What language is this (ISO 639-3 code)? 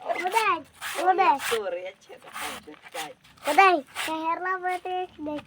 kha